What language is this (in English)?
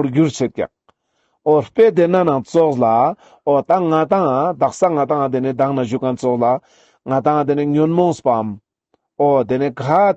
Ladakhi